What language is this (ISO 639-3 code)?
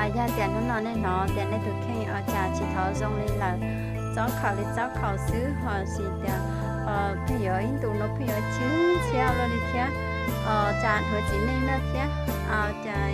hmn